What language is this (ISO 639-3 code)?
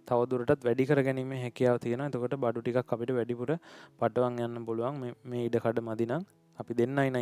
sin